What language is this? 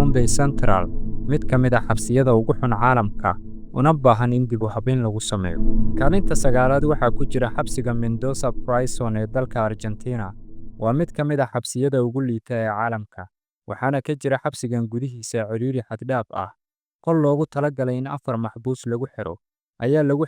Somali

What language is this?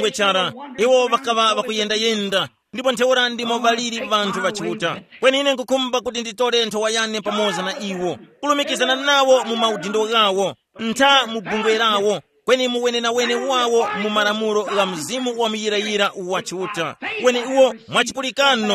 Tumbuka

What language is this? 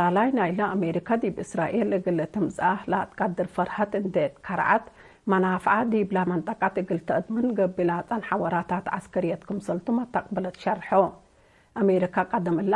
Tigre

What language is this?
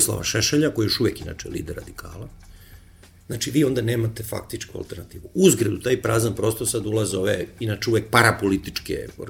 Serbian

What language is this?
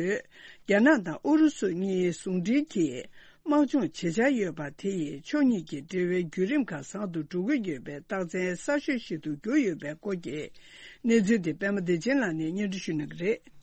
Tibetan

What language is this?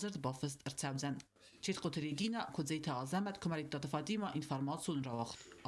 Ossetic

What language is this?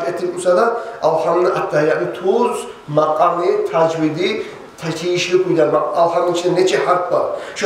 Kumyk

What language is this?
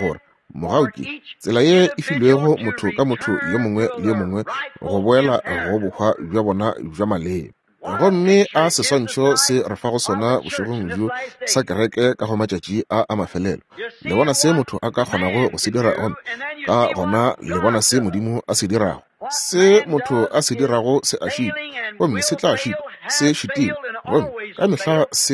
Northern Sotho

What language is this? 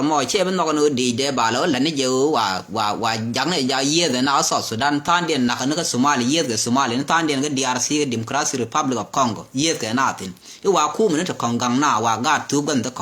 Nuer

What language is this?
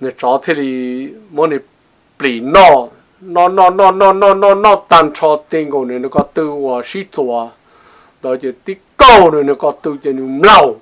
Hmong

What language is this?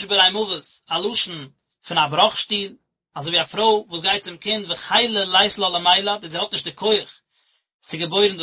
Yiddish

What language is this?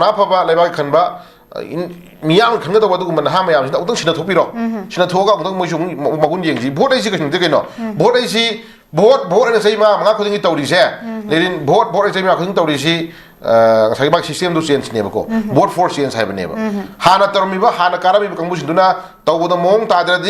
Manipuri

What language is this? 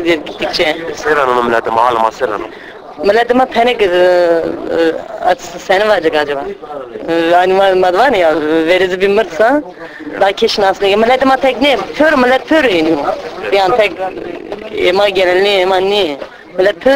Zaza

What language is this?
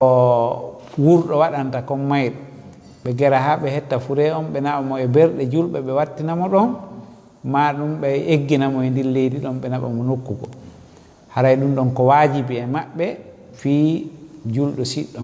Fula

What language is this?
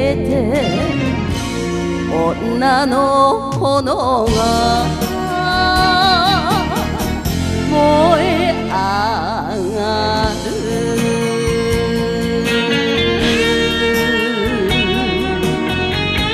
Japanese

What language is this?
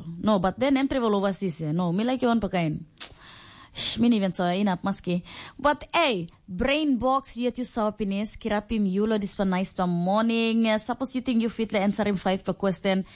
Tok Pisin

